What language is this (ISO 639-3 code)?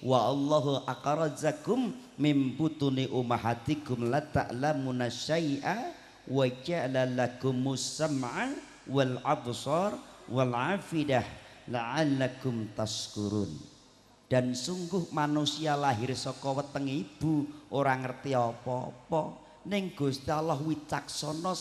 jav